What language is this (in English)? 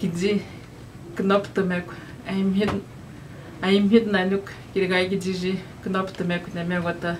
Atikamekw